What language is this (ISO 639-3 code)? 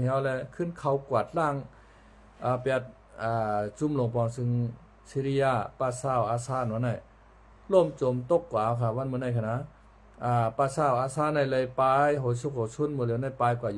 shn